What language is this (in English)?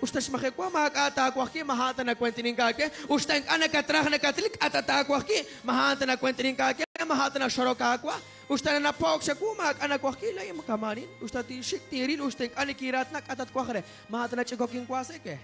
Kekchí